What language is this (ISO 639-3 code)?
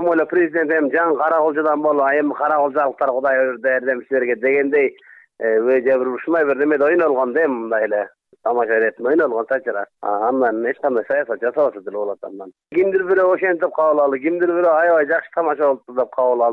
kir